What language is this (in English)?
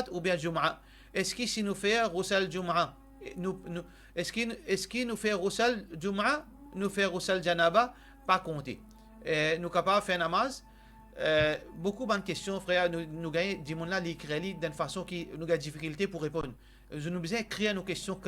Morisyen